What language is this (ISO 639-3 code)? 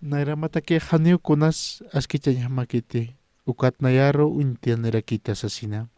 aym